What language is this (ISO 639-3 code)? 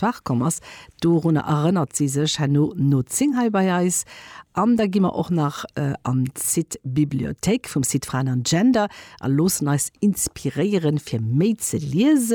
ltz